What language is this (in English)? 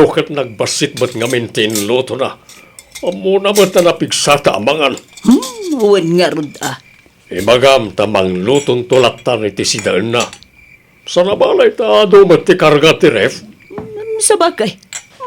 Iloko